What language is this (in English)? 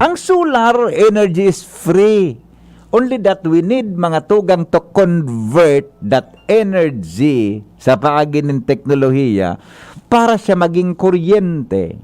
Bikol